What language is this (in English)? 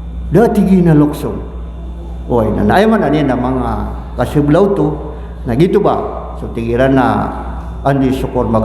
Maranao